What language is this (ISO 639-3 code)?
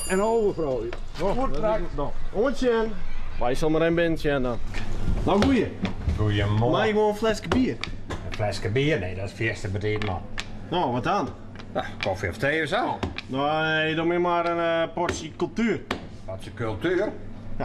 fry